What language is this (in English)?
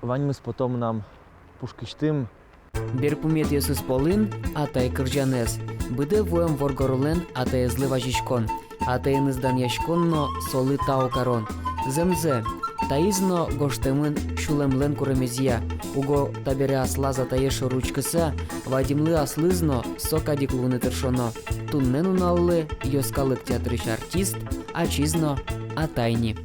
Udmurt